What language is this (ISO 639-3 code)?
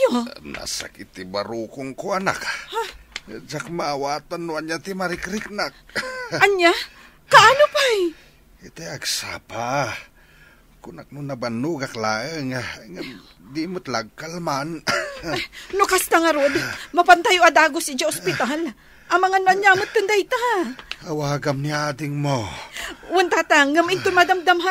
ilo